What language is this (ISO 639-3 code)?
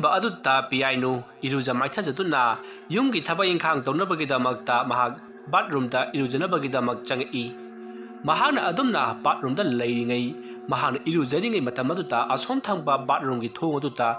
mni